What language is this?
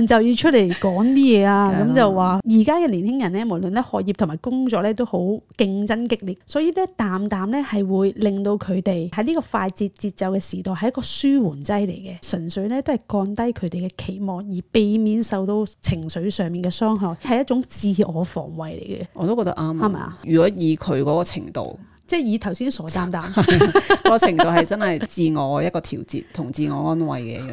Cantonese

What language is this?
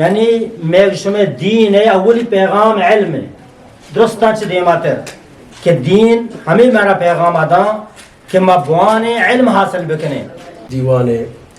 Eastern Balochi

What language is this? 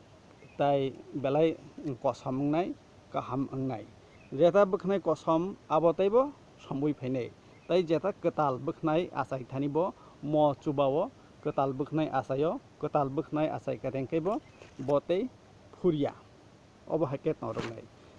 Kok Borok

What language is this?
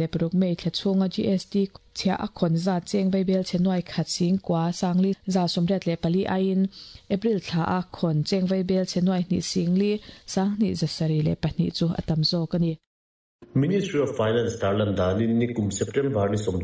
Mizo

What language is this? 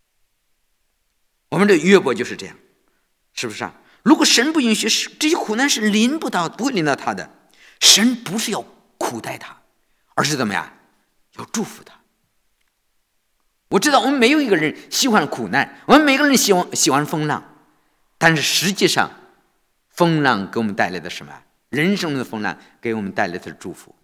Chinese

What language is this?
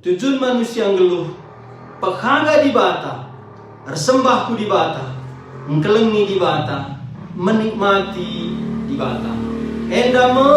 Batak Karo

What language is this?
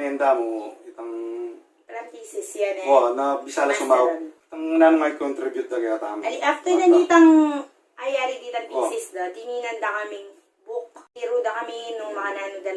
Pampanga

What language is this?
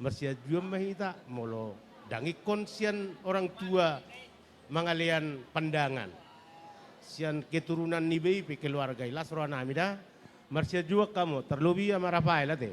Batak Toba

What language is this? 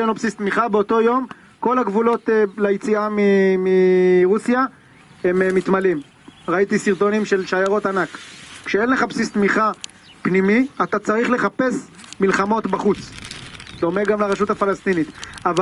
Hebrew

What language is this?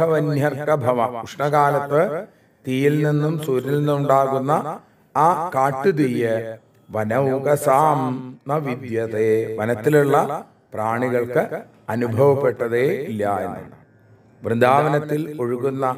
Malayalam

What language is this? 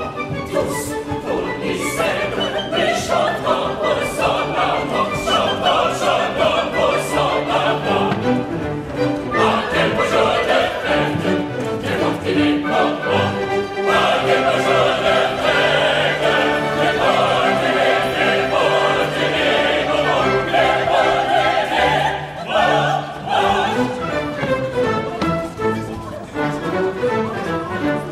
French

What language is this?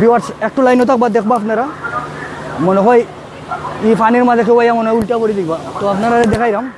Sylheti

